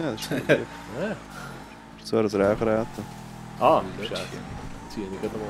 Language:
Swiss German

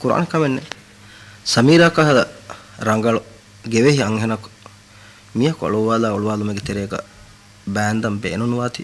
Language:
Divehi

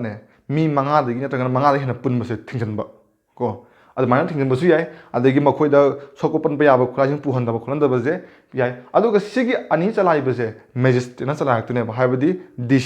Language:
Manipuri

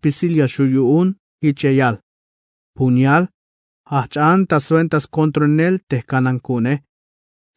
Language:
Tzeltal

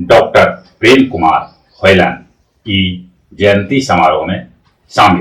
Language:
Magahi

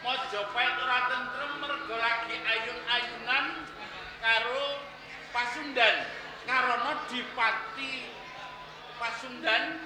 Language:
Javanese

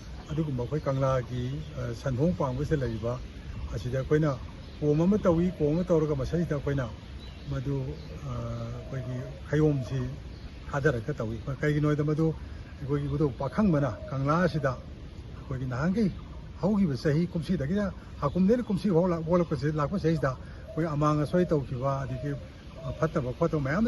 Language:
Manipuri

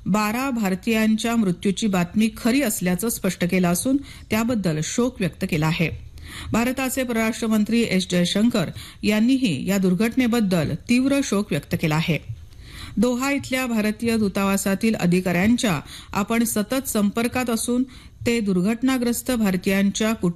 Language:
Marathi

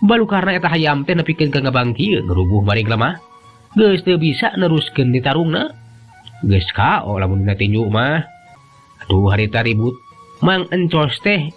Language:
Sundanese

